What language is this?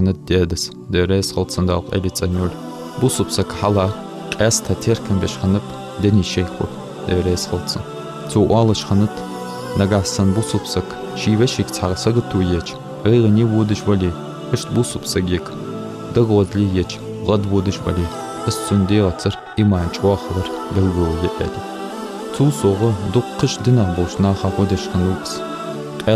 Ingush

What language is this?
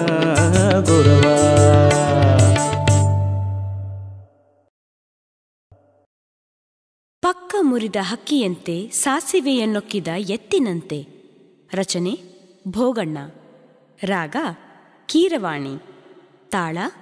Kannada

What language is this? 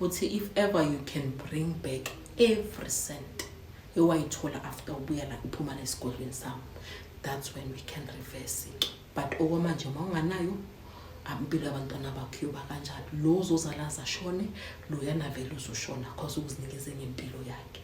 Zulu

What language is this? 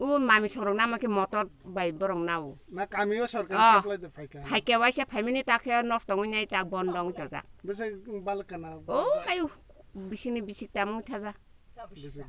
Kok Borok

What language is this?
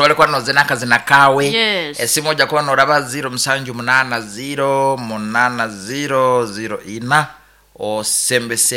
Nyankole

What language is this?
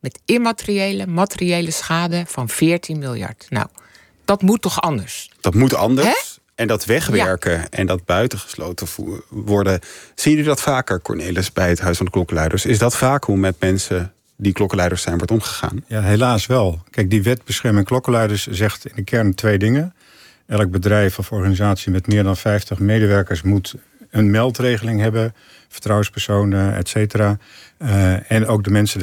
Dutch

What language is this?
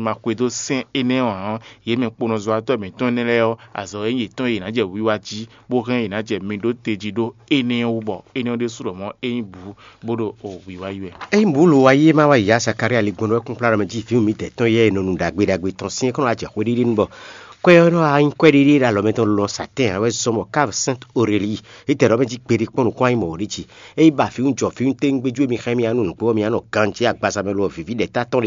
Fon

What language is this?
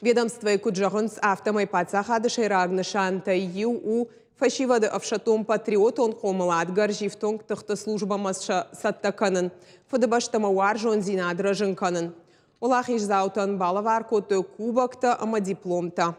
Ossetic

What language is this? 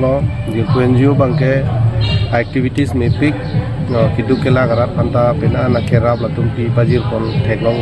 Karbi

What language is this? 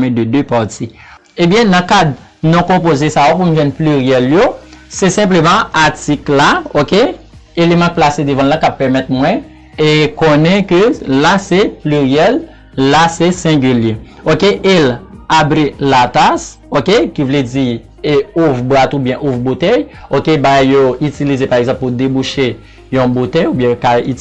Haitian Creole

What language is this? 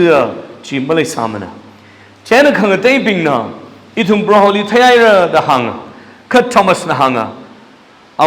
Tangkhul Naga (India)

